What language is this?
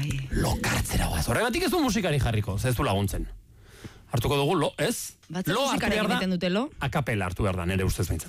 Basque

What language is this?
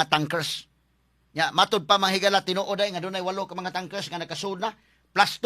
Cebuano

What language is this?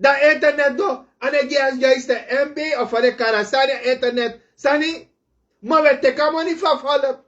Sranan Tongo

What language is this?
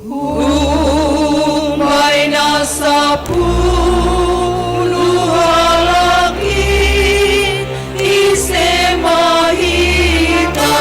Batak Simalungun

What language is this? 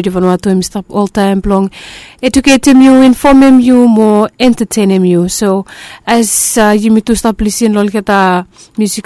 Bislama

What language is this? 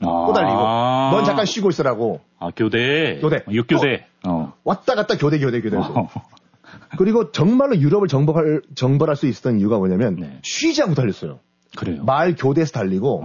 Korean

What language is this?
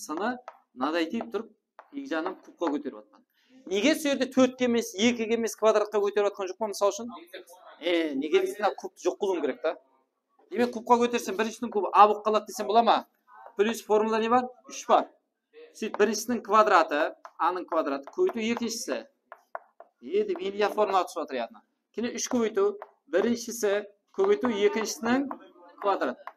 Kara-Kalpak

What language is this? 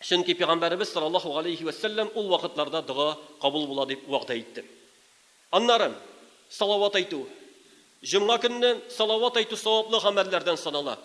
Tatar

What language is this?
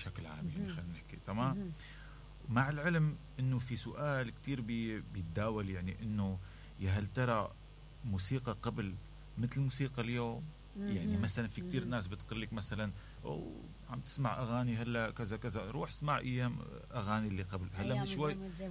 Mesopotamian Arabic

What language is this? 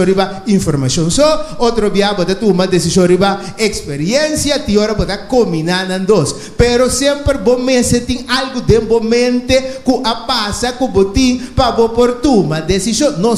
Papiamento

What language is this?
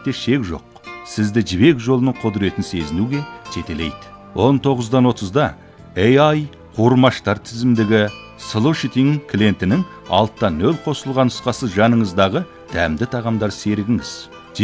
Kazakh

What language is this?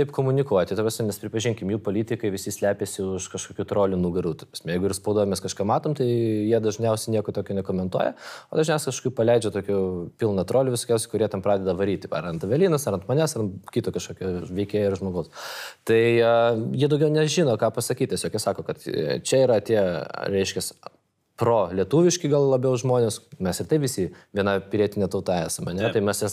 Lithuanian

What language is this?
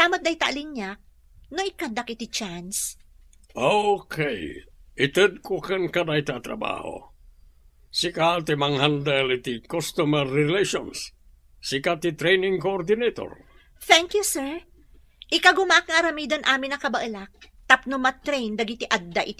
Iloko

